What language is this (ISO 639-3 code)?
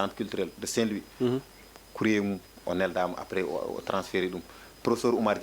ful